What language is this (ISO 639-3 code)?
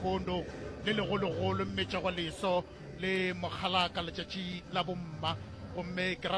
nso